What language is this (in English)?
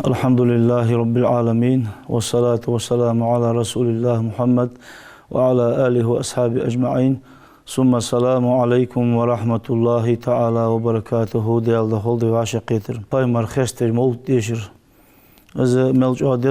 Ingush